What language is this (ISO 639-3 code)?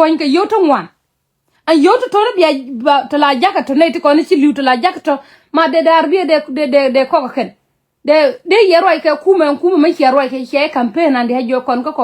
nus